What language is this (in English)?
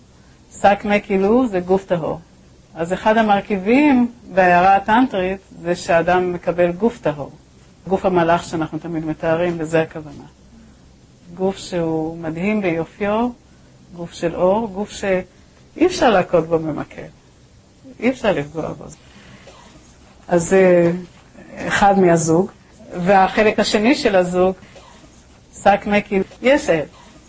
Hebrew